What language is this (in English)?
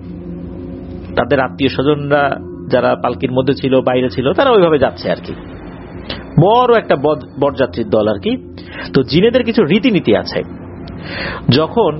Bangla